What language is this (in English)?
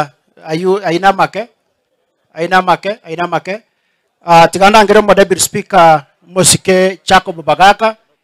Gusii